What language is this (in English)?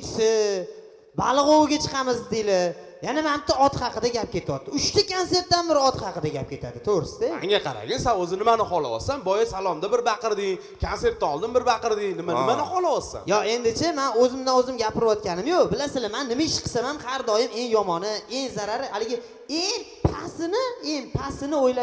Uzbek